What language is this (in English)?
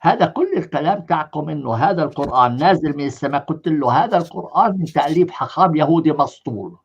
North Levantine Arabic